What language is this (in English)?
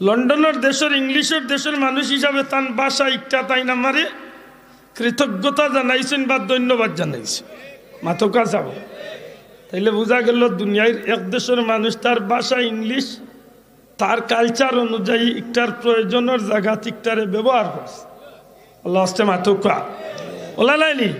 Sylheti